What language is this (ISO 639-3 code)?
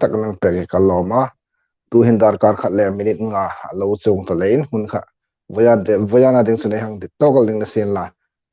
hmr